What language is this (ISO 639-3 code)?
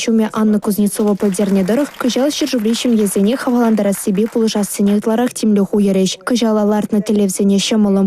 chv